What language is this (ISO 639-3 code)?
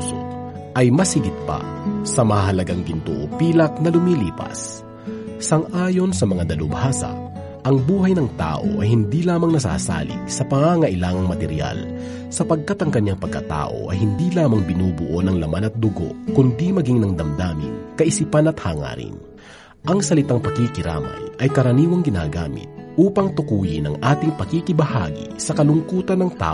fil